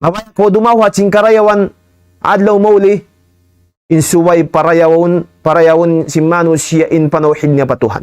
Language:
Tausug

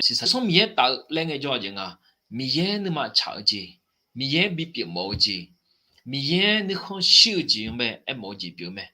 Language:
Akha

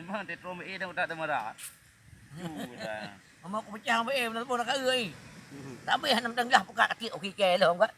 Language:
Achinese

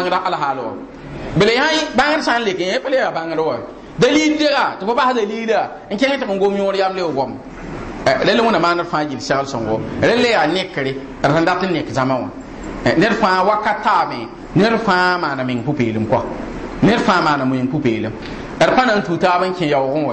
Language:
Mossi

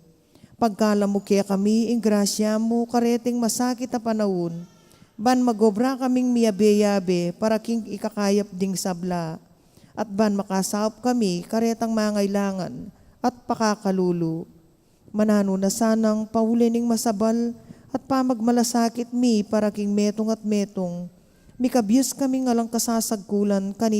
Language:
Pampanga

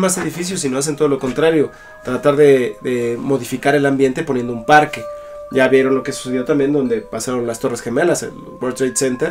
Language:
Spanish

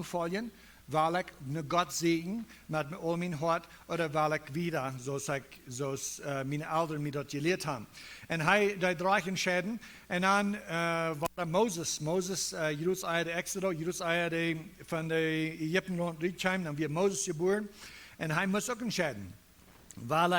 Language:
Plautdietsch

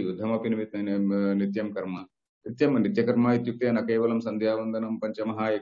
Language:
Sanskrit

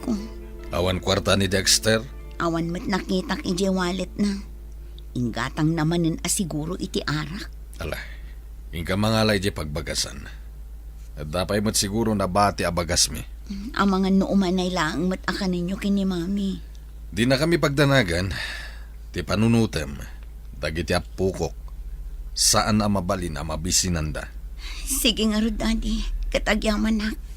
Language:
Iloko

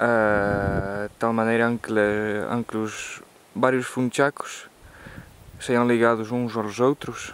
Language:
Mirandese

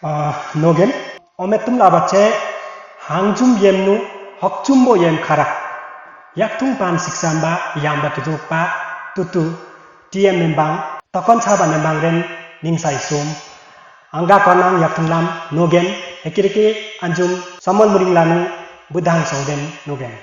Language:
Limbu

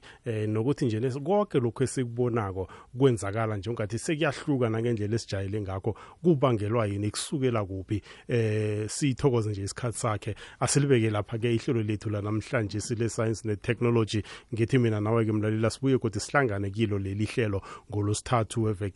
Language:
South Ndebele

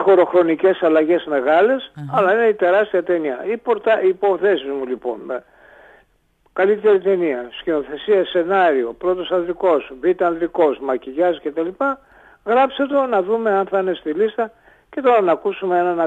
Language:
Greek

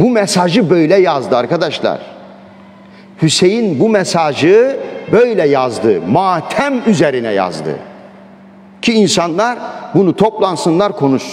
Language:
Turkish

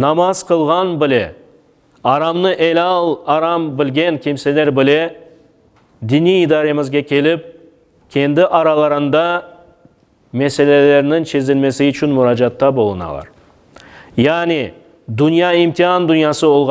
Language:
Crimean Tatar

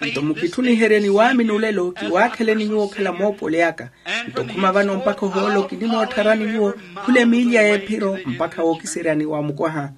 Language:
Makhuwa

